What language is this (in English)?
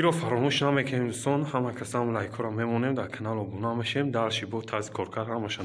Tajik